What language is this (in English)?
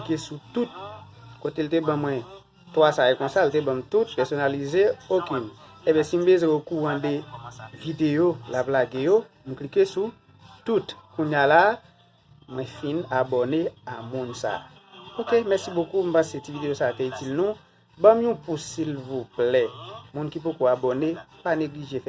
Haitian Creole